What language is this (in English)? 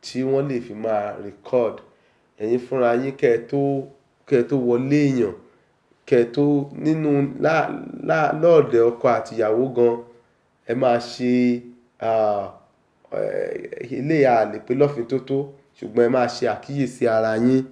Yoruba